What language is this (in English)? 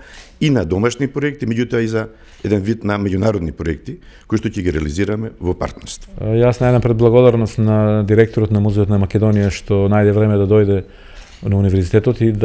Macedonian